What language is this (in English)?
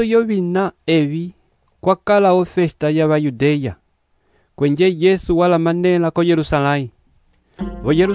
Umbundu